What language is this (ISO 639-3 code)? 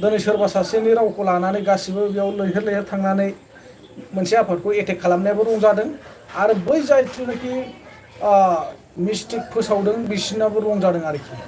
brx